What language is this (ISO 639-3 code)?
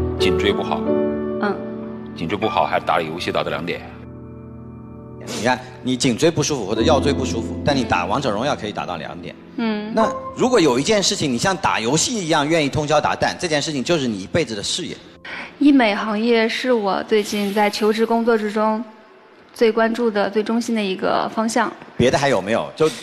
zho